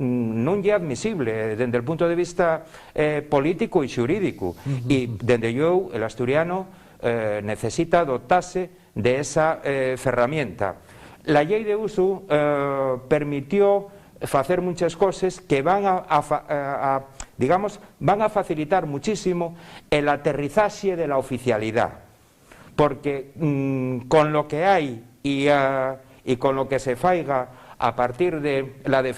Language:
Asturian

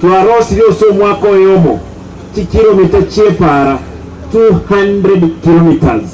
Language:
Gusii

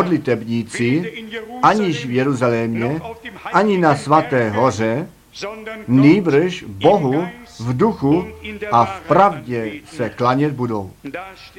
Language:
Czech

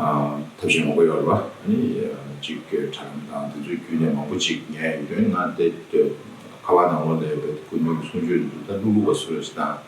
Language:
Tibetan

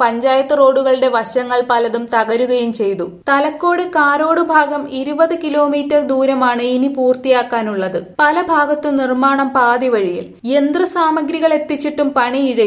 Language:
Malayalam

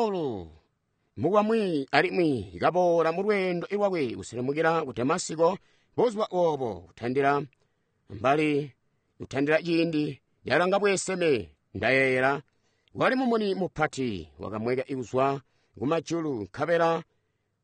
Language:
Tonga (Zambia)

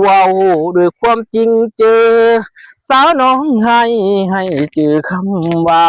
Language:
Lao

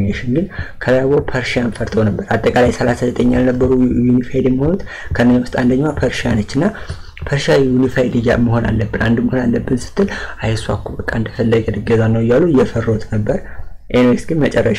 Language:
Amharic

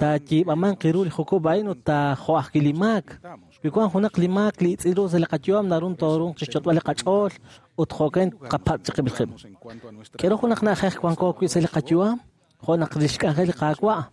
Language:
Kekchí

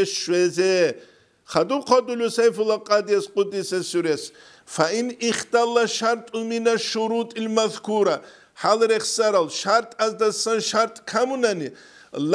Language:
Avaric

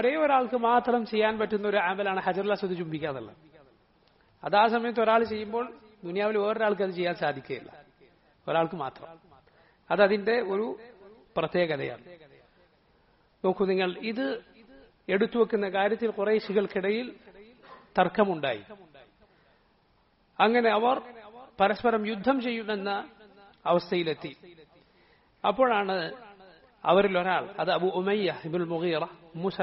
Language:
Malayalam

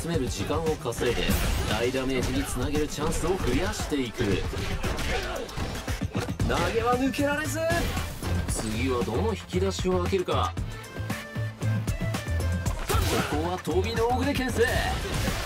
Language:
Japanese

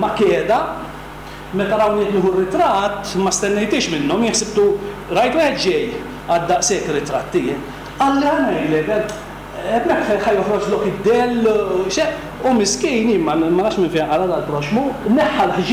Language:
Maltese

